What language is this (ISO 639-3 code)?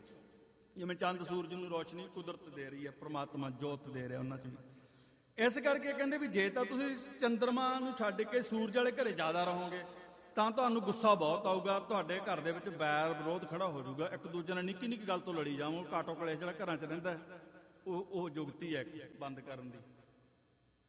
pan